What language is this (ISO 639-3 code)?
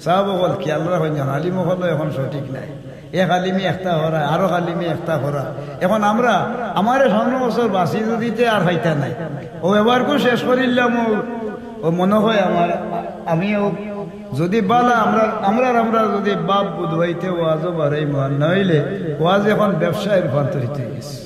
syl